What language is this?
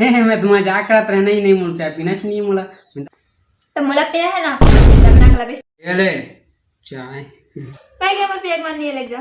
Chhattisgarhi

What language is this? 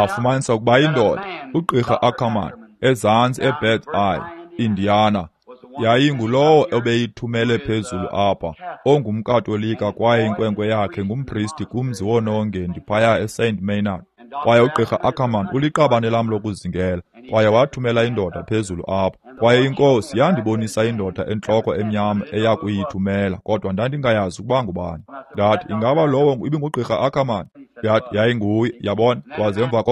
Xhosa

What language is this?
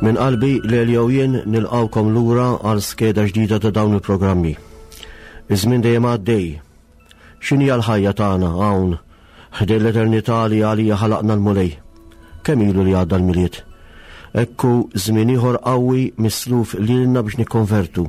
Maltese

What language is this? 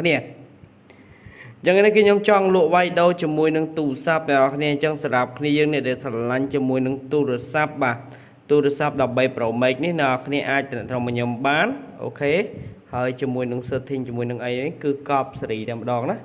Khmer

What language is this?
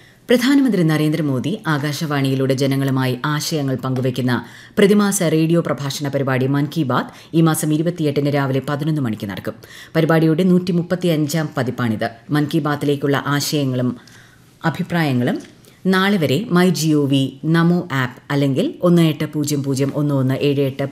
Malayalam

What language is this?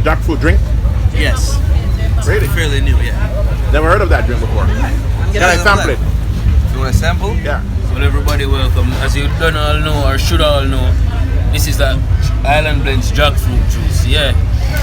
Jamaican Creole English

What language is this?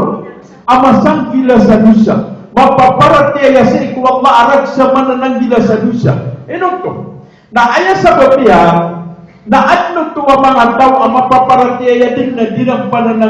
Maranao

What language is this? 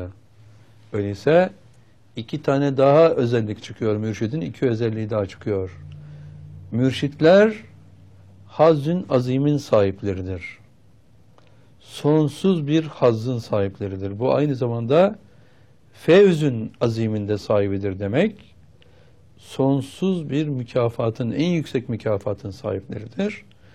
Turkish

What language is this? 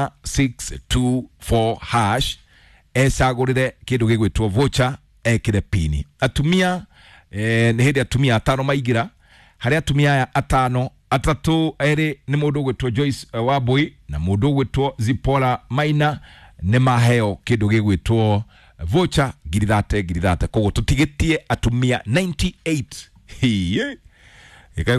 Kikuyu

